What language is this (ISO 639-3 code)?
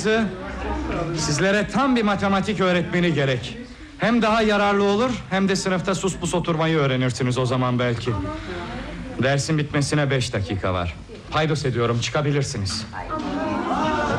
tur